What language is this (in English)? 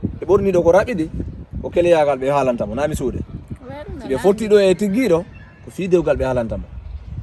Fula